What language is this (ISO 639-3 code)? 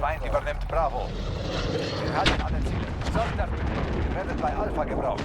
bar